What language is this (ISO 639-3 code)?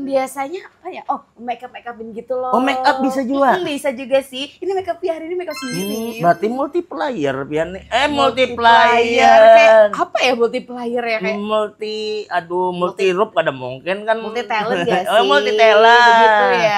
bjn